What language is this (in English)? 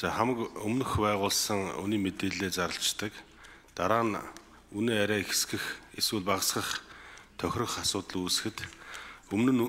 Mongolian